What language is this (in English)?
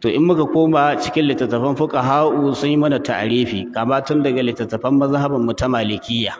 Hausa